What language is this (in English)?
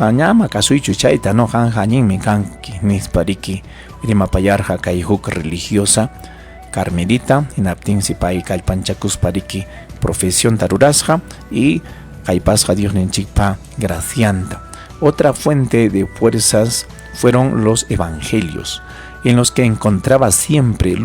Ayacucho Quechua